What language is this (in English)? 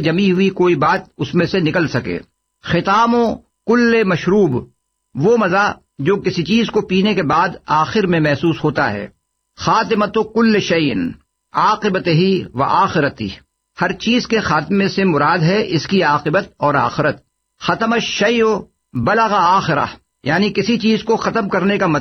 Urdu